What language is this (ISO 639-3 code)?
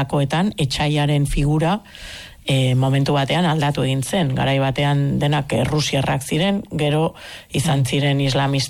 eus